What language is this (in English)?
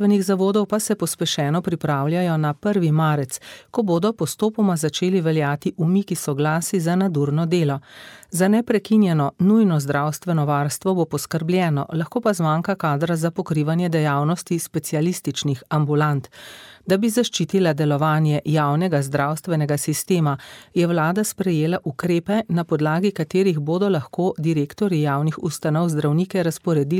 Slovenian